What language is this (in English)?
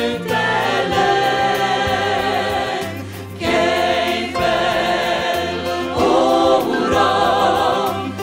Hungarian